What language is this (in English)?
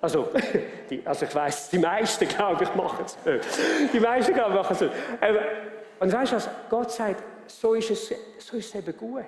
Swiss German